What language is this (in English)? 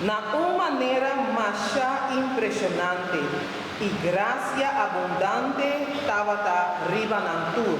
Papiamento